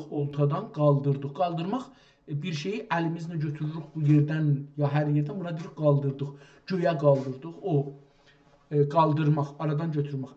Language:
South Azerbaijani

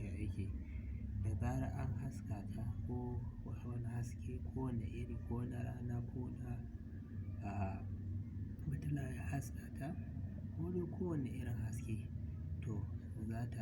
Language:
Hausa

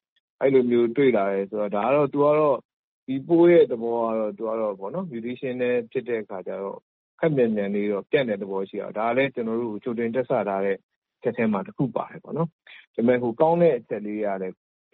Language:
Burmese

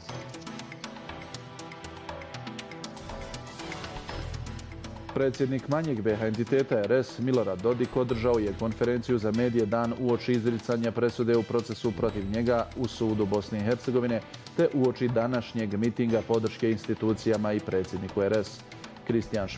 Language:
Bosnian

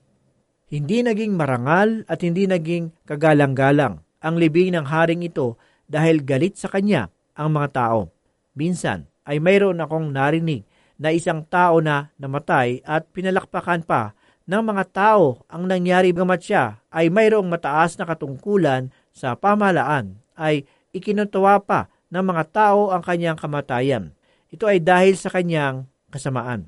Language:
Filipino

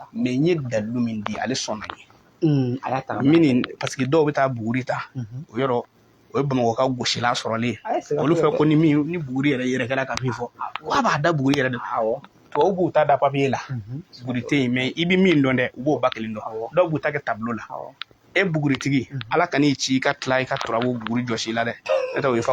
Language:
Bambara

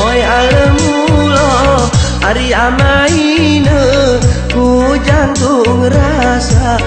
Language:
Gayo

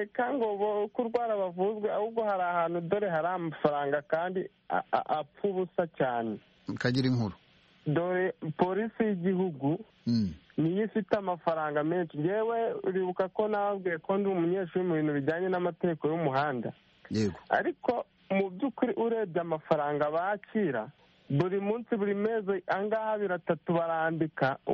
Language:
Kinyarwanda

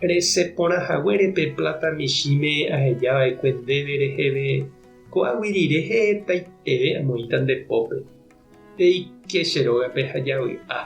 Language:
Guarani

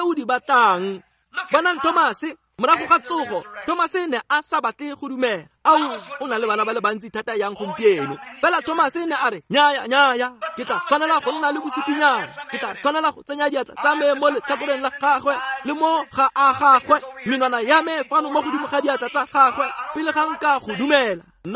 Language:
Tswana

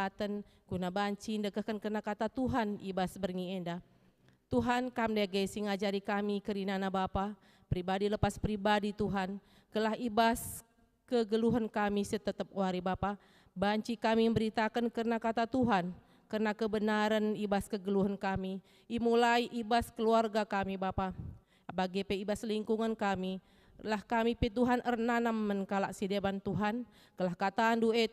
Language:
Batak Karo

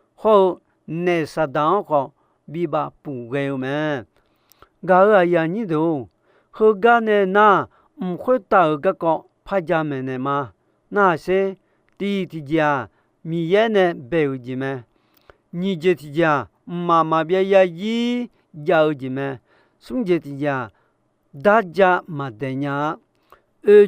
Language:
Akha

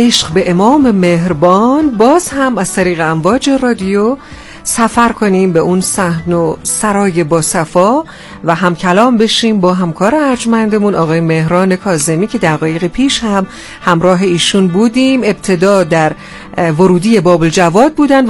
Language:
Persian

